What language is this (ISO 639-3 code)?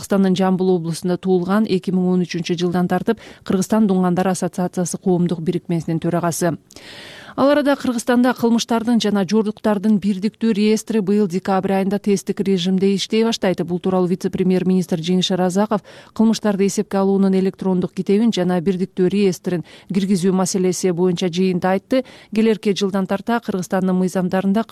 kir